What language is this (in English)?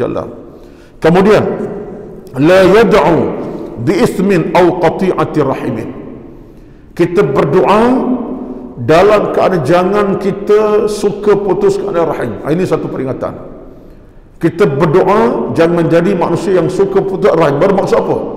Malay